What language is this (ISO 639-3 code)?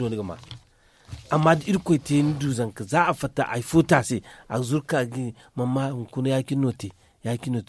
dje